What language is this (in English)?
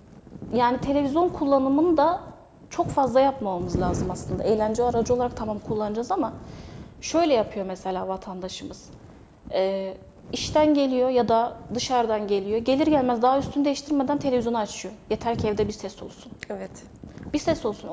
Turkish